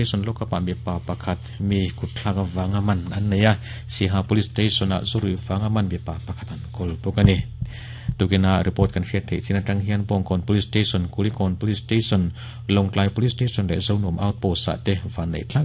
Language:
Mizo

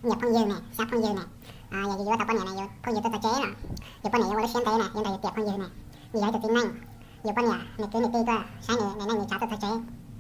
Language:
Hmong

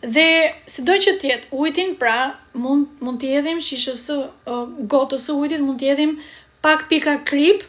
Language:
Albanian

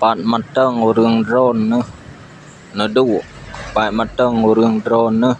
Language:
Achinese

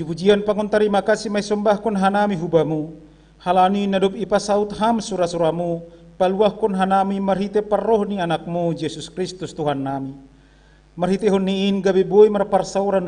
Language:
Batak Simalungun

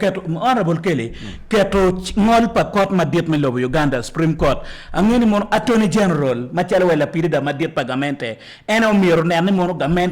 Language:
Acoli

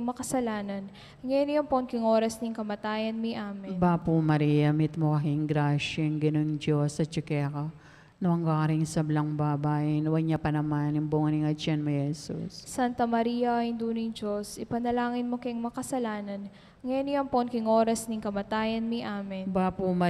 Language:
Pampanga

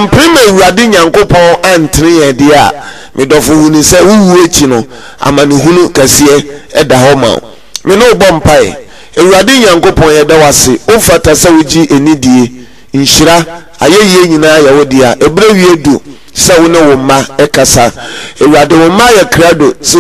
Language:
Akan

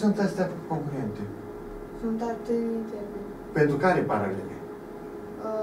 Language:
Romanian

